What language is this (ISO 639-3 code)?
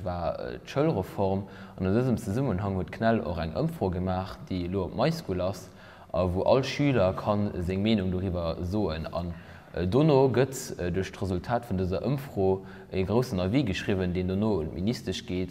ltz